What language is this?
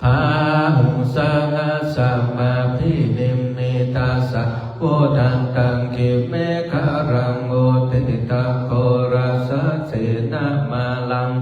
Pali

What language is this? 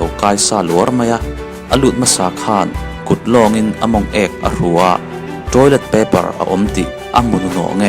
Mizo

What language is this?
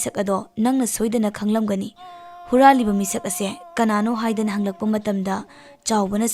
Manipuri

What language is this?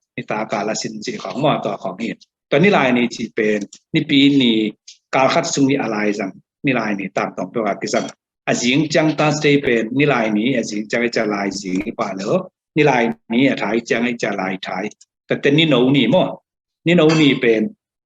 Tedim Chin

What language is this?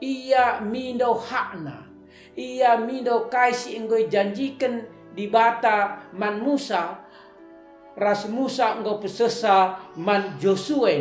Batak Karo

